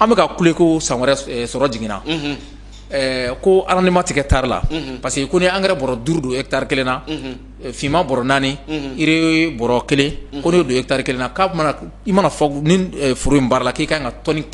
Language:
Bambara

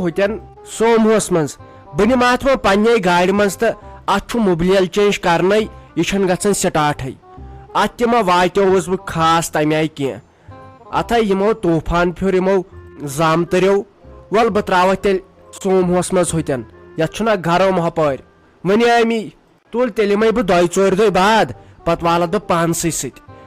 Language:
Kashmiri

